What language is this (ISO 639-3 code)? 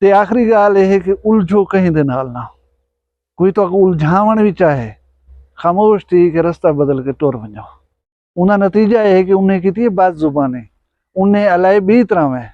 skr